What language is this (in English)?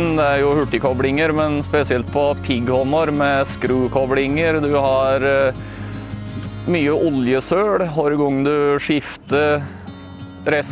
Norwegian